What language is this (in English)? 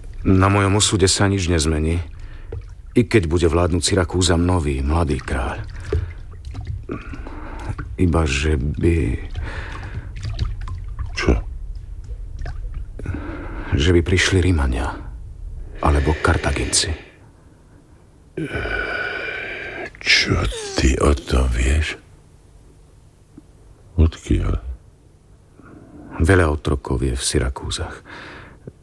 Slovak